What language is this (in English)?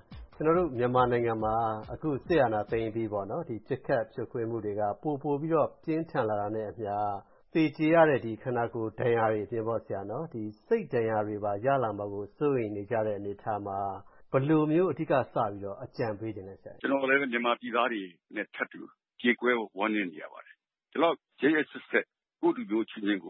Burmese